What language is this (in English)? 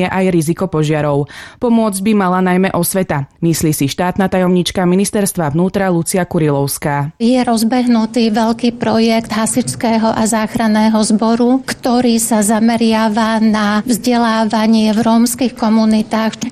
Slovak